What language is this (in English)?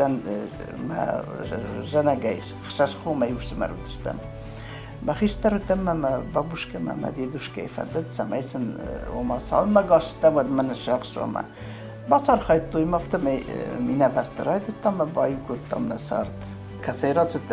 Ossetic